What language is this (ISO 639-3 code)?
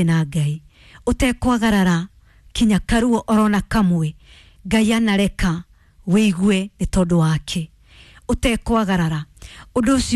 kik